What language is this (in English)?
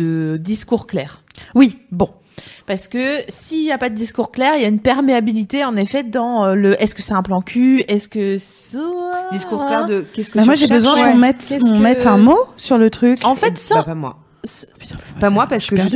French